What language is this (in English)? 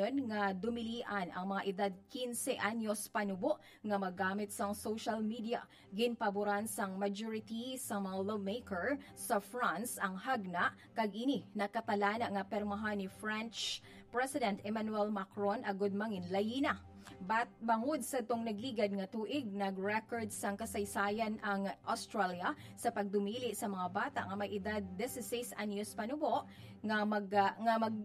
Hiligaynon